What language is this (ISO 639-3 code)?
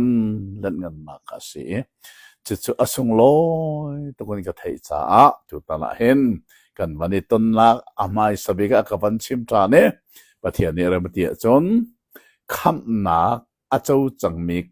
cnh